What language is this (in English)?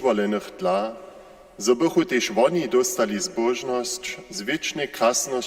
Upper Sorbian